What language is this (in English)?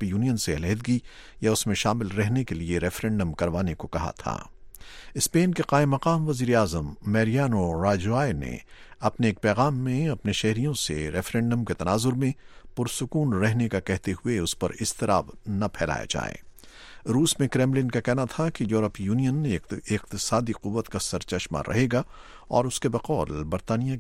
Urdu